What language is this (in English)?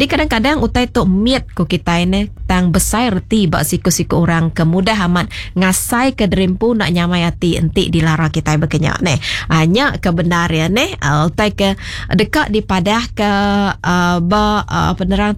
Iban